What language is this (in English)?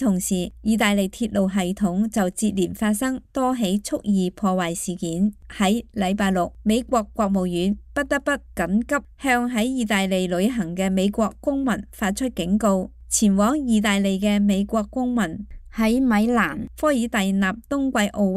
Cantonese